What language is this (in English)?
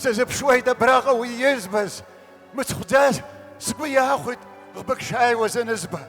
Abkhazian